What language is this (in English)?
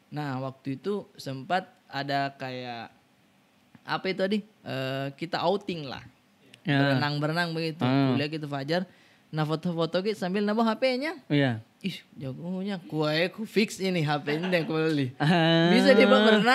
Makassar Malay